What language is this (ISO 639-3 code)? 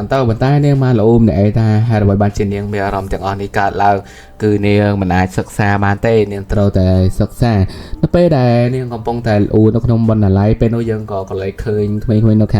khm